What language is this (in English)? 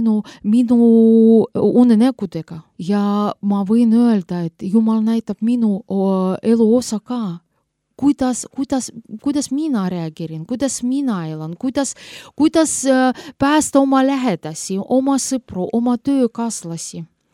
Estonian